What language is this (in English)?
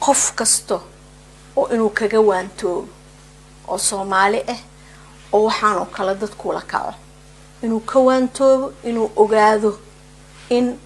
Somali